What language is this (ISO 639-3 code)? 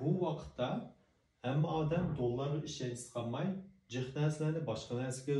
uig